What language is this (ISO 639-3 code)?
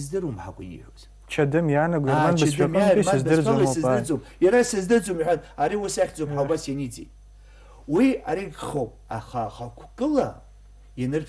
abk